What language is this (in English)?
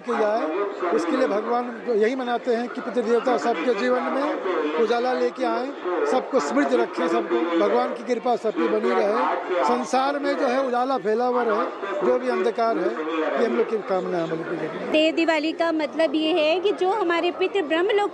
Hindi